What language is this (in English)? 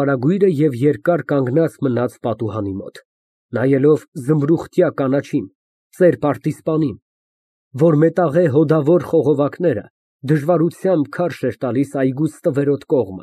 Armenian